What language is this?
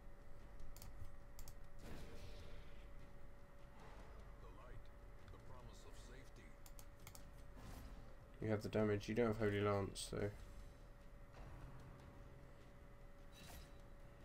English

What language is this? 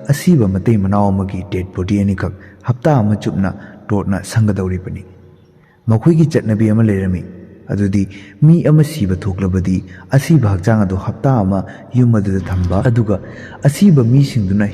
Manipuri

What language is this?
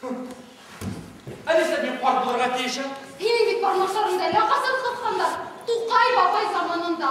Bashkir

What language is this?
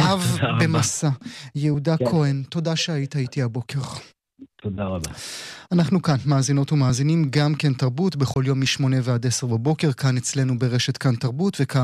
Hebrew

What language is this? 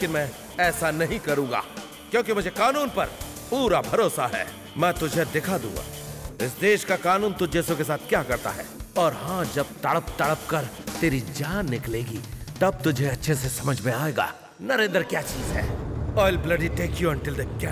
Hindi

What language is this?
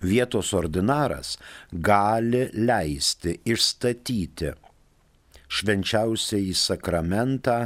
Lithuanian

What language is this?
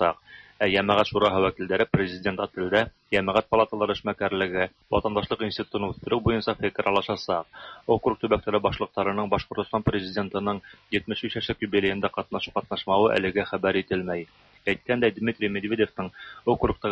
Tatar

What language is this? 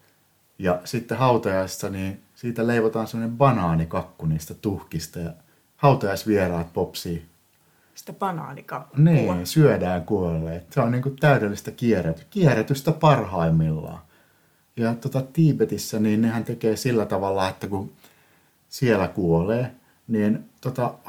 Finnish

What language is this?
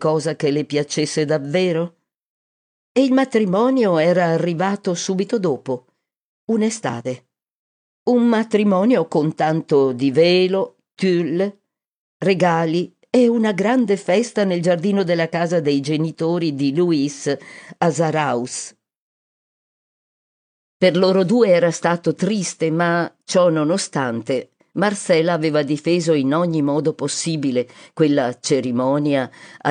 Italian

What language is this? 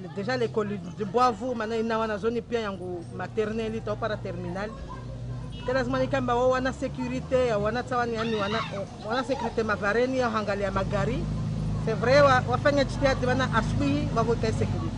Ngazidja Comorian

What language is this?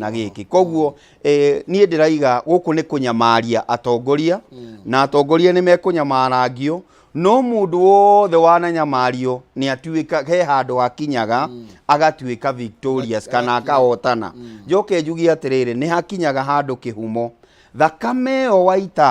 Kikuyu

